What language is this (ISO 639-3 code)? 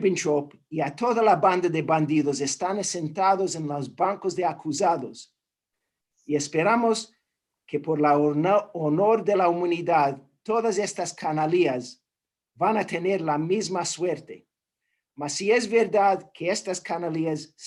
lad